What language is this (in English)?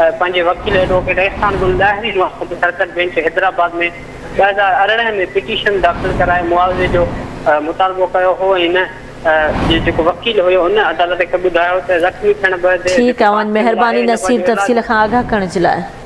Sindhi